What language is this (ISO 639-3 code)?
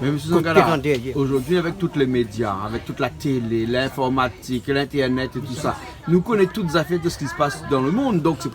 rcf